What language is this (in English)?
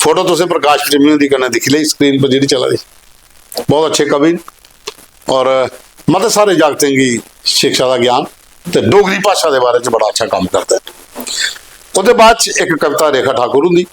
Dogri